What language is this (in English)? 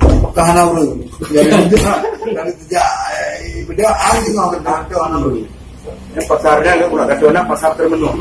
Achinese